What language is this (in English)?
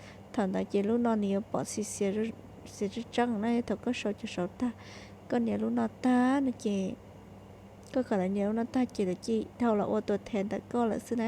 Hmong